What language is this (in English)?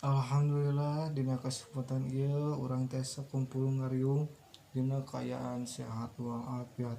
Sundanese